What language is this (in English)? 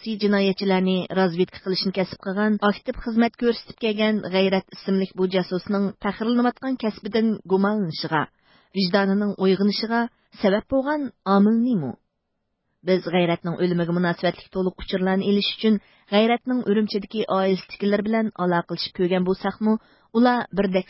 Uyghur